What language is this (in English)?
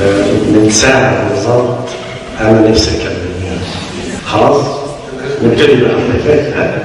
Egyptian Arabic